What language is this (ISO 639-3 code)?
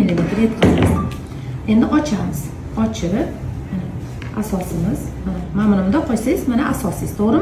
uzb